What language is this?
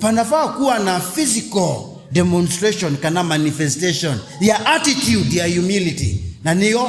Kamba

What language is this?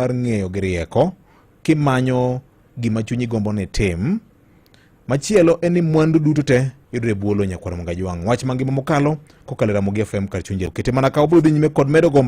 Luo (Kenya and Tanzania)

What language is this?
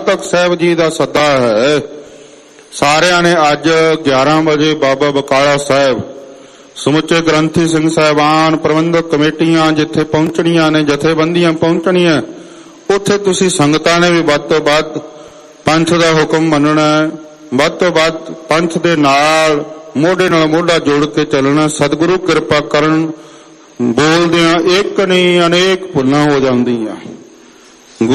Punjabi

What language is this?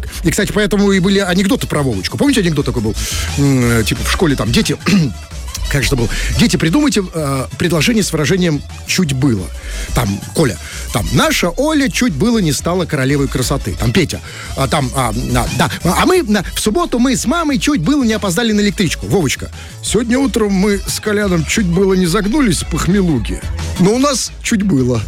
Russian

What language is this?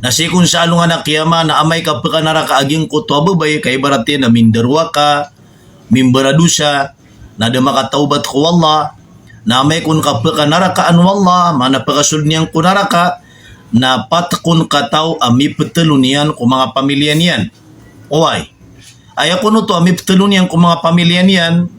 Maranao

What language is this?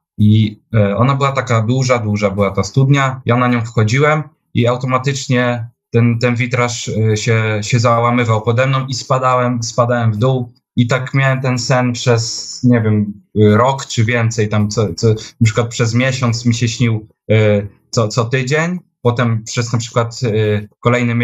Polish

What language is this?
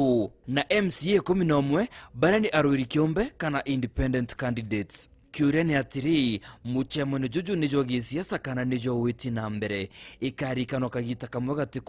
Meru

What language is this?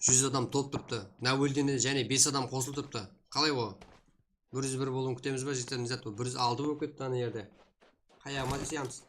Kara-Kalpak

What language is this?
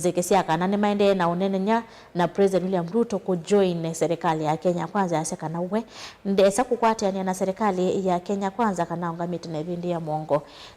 Kamba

